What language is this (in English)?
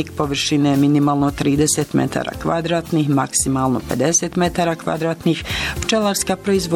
Croatian